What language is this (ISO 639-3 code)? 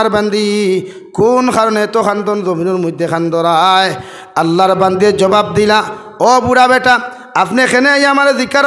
syl